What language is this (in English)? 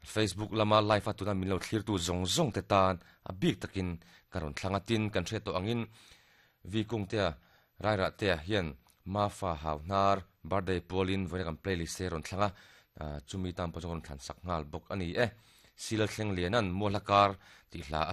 Mizo